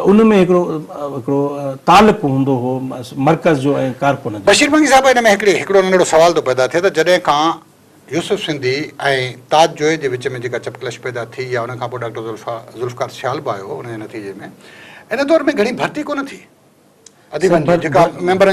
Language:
Sindhi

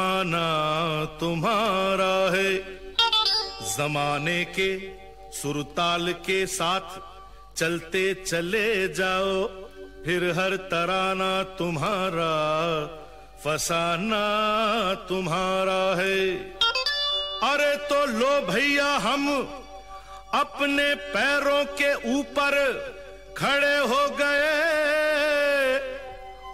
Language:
Hindi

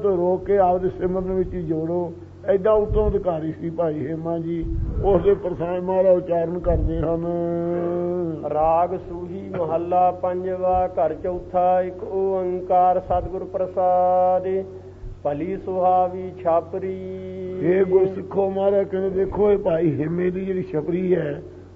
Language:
Punjabi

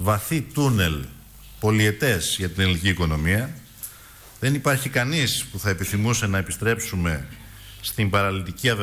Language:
Greek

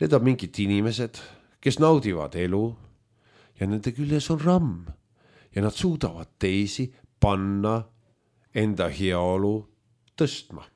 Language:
Estonian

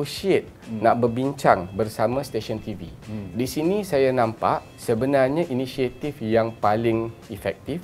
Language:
Malay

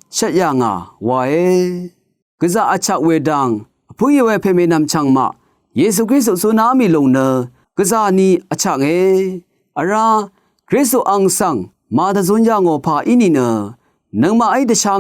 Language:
Rawang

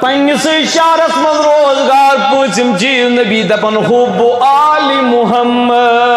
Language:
Kashmiri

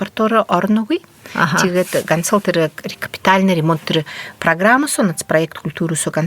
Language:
Buriat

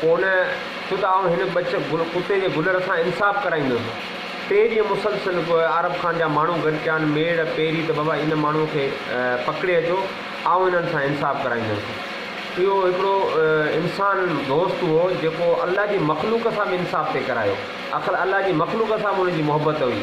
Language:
Sindhi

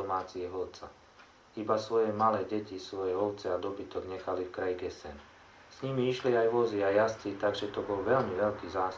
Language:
Slovak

